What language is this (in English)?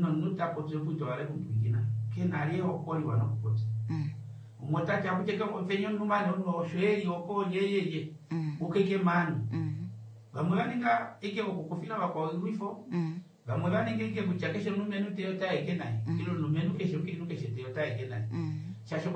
Kuanyama